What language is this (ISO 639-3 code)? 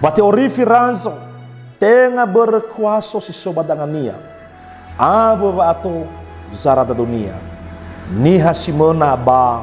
nia